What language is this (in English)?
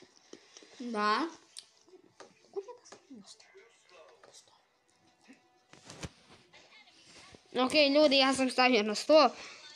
Croatian